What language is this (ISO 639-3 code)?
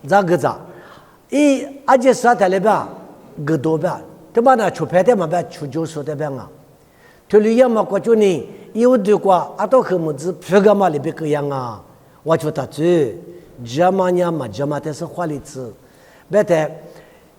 lis